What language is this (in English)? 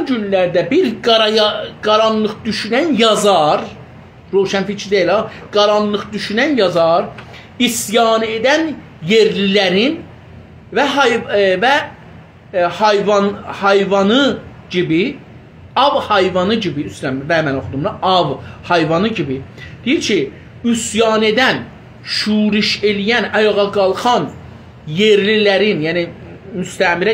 South Azerbaijani